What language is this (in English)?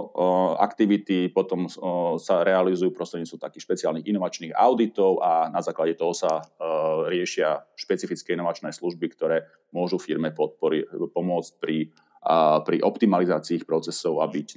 Slovak